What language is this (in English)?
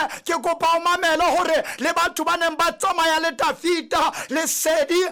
Southern Sotho